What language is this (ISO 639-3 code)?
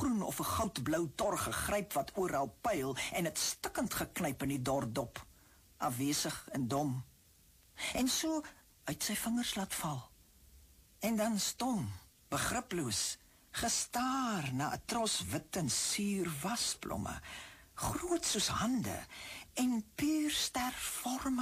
afr